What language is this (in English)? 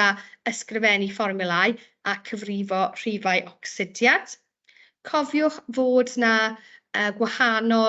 Welsh